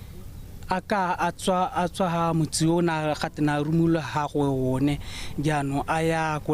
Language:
Tswana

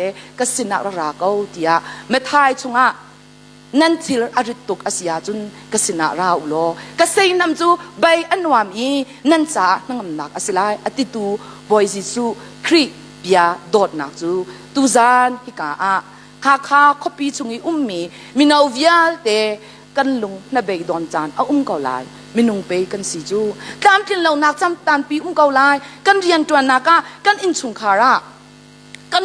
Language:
Hakha Chin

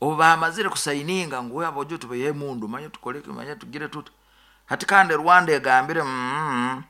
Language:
Nyoro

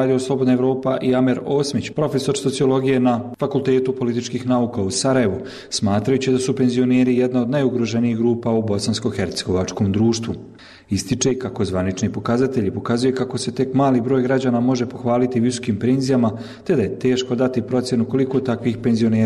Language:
Bosnian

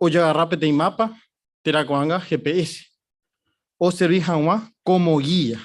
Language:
Guarani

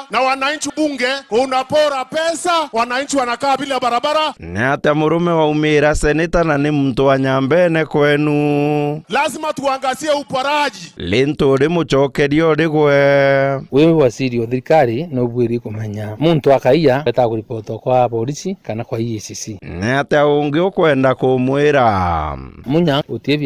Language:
Meru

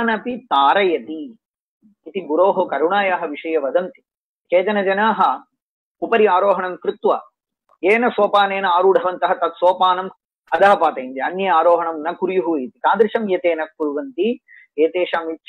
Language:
Sanskrit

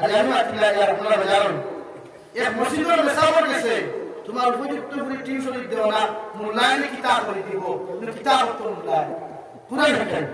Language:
Sylheti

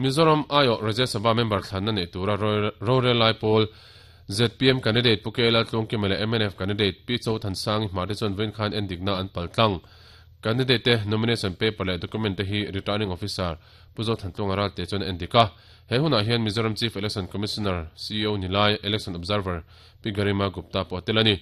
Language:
Mizo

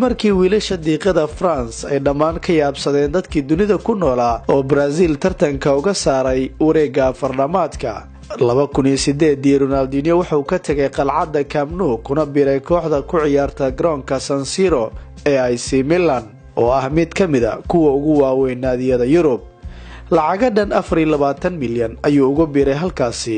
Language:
Somali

